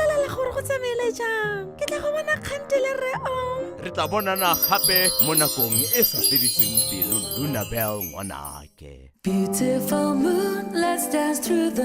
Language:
Tswana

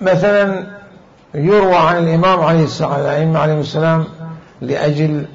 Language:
Mesopotamian Arabic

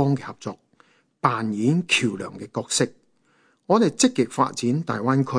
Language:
Cantonese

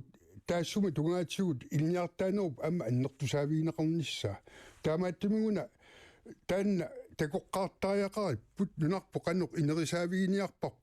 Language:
Kalaallisut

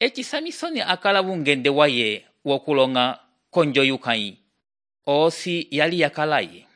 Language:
Umbundu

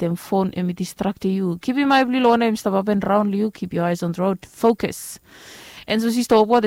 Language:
Bislama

